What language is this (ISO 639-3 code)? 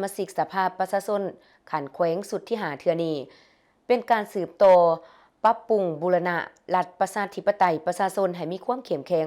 lao